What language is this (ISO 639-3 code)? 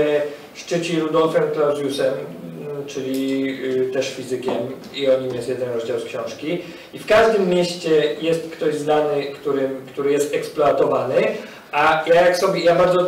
pol